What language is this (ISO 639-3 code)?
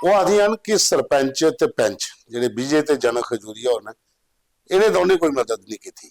doi